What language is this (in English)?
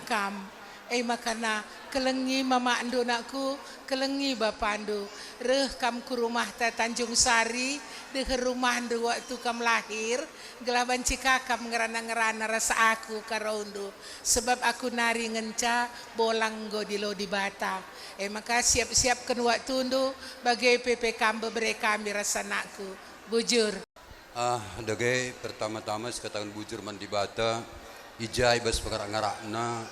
Batak Karo